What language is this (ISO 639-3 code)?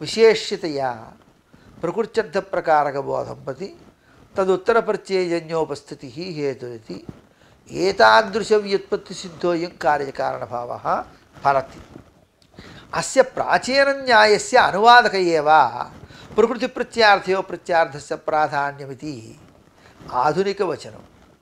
san